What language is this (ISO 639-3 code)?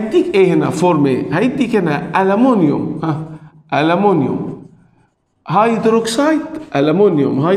arz